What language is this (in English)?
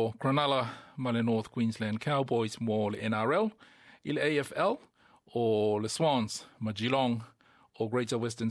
Samoan